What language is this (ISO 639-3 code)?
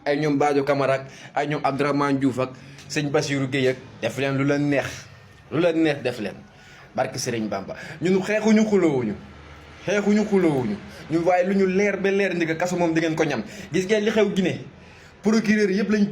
wol